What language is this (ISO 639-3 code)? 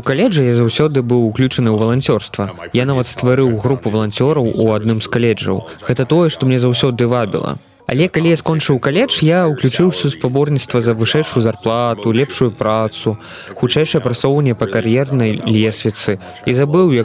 bel